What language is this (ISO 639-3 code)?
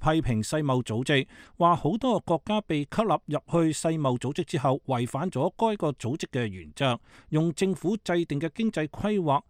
yue